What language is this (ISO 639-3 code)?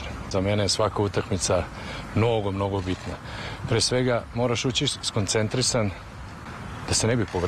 srp